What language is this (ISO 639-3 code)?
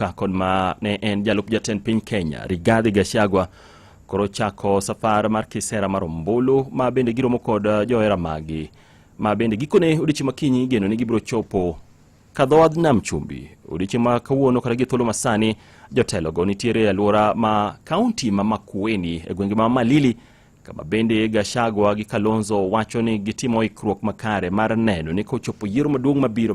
luo